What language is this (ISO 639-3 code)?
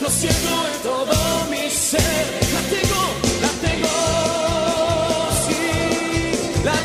spa